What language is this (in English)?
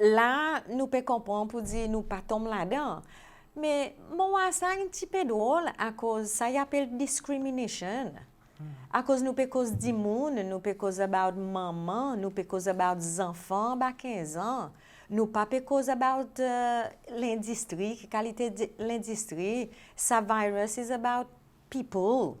Seselwa Creole French